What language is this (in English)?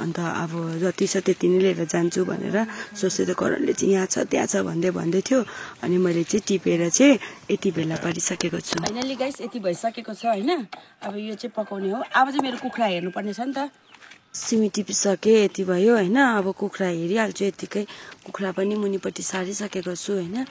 Nepali